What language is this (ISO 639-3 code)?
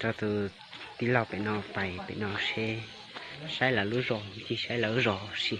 hmn